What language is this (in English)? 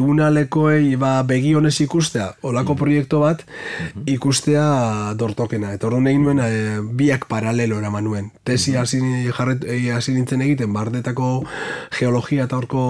Basque